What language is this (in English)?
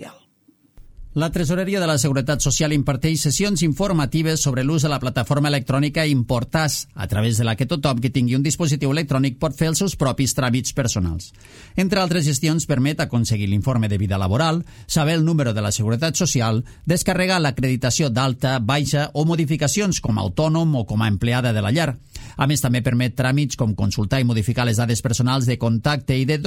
Catalan